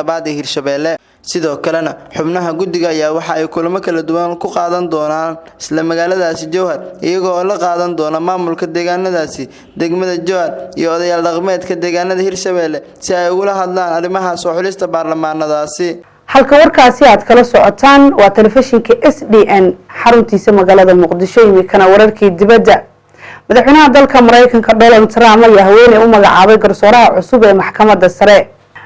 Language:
Somali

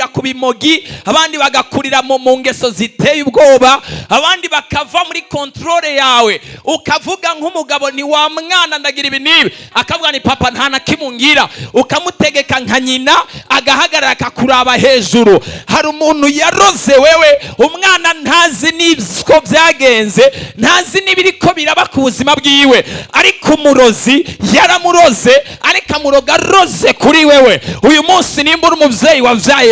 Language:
Rundi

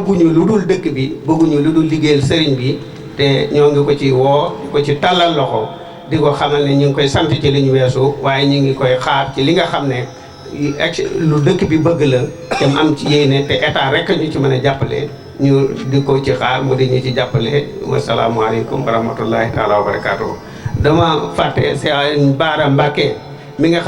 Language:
Wolof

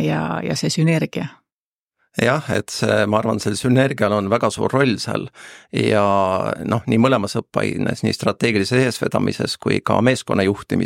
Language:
Estonian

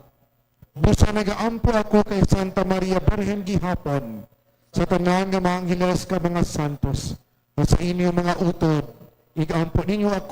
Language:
Hiligaynon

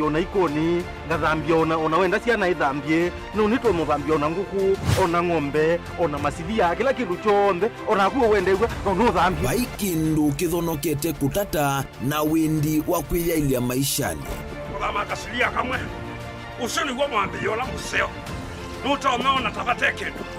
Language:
Kamba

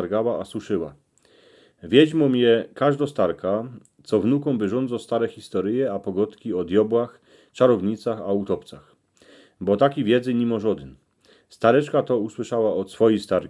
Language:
Silesian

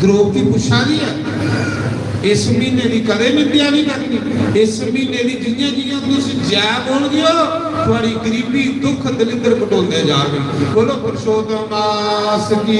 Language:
Dogri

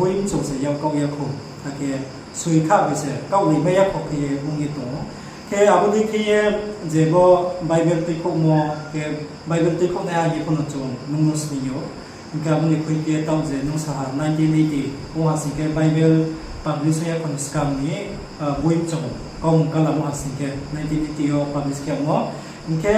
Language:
Riang (India)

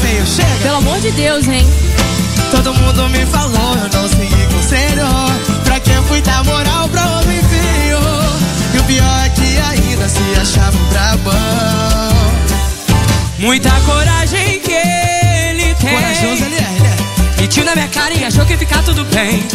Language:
Portuguese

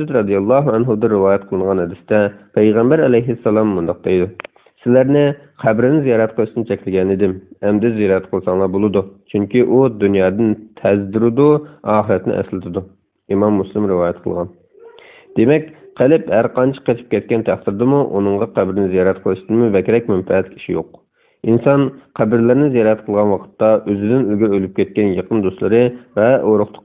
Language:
Uyghur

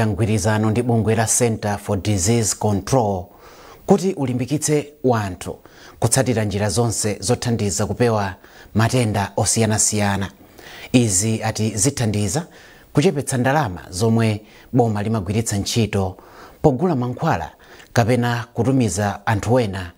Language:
Nyanja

